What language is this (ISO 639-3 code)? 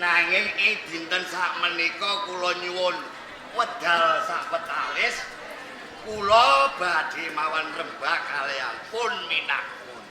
jav